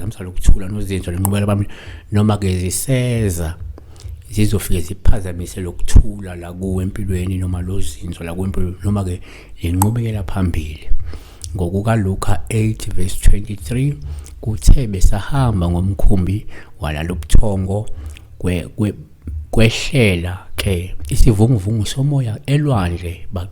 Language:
Zulu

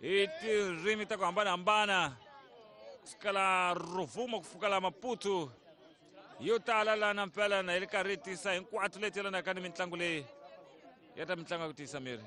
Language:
Tsonga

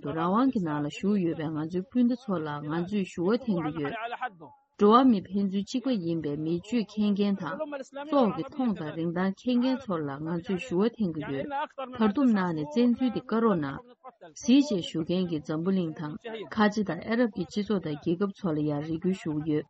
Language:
Tibetan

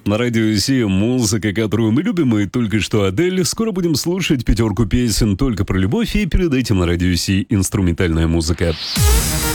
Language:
Russian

